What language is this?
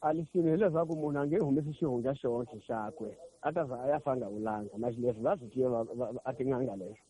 Tsonga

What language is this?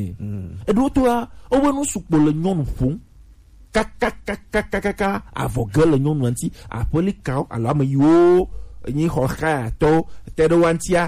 Gen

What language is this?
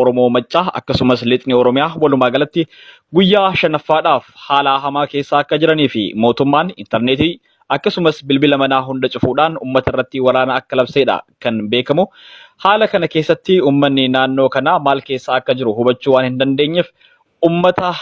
Oromo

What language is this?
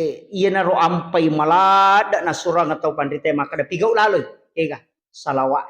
Buginese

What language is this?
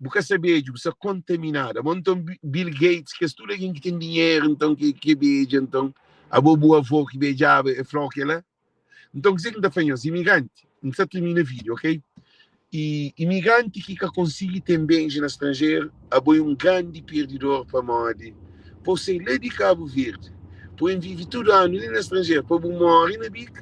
Kabuverdianu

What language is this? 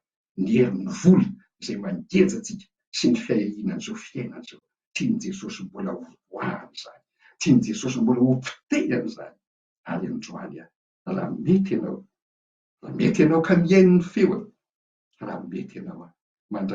Malagasy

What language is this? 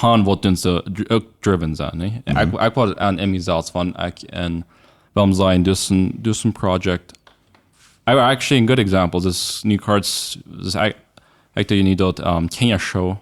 Plautdietsch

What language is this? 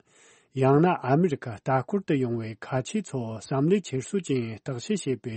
Tibetan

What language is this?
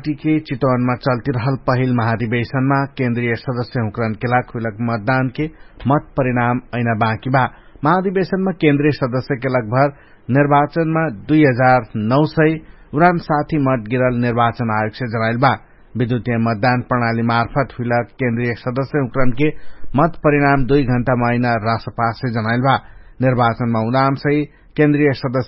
Dangaura Tharu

